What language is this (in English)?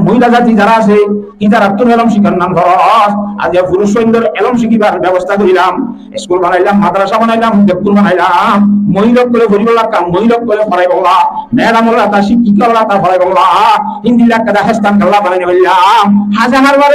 Rohingya